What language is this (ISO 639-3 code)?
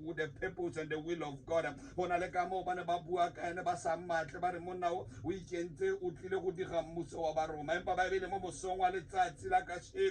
tsn